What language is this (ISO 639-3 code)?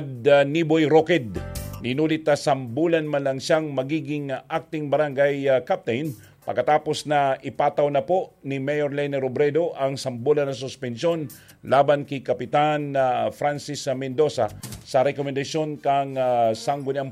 bik